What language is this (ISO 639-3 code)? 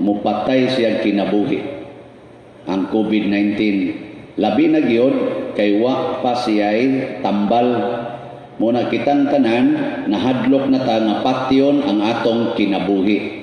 ceb